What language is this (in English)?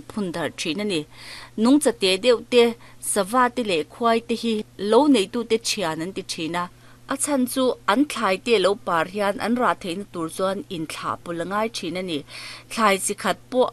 Mizo